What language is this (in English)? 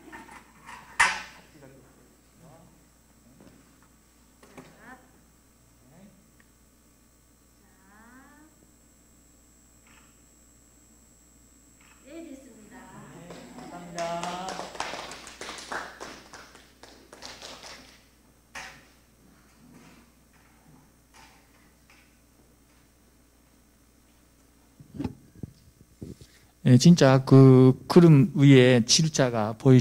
Korean